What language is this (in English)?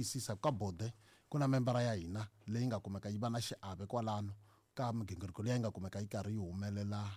Tsonga